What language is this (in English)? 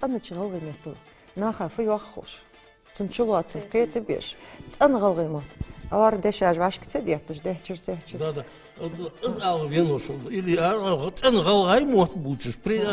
Ingush